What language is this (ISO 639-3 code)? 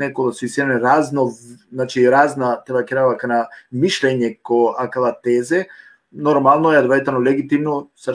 rmn